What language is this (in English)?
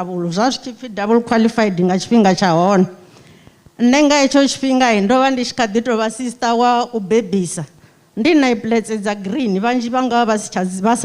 Venda